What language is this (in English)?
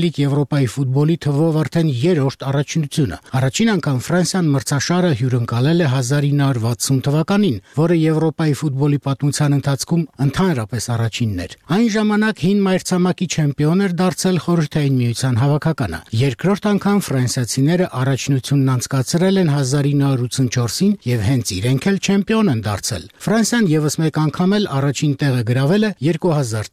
Armenian